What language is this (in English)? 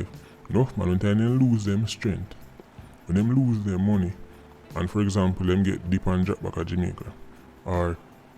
Jamaican Creole English